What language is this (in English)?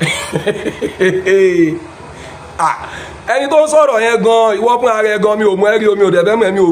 Yoruba